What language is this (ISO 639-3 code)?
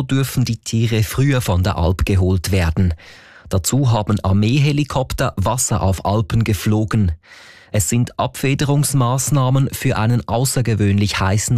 deu